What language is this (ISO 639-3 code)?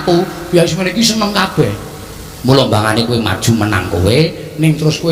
jav